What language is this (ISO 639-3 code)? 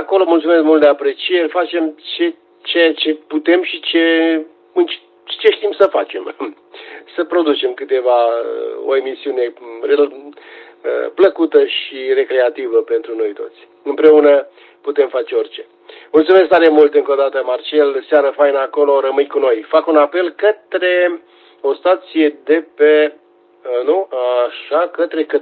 ron